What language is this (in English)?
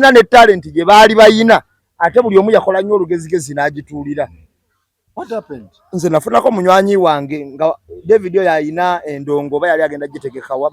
Ganda